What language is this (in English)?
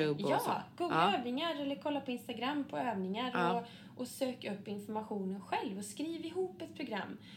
Swedish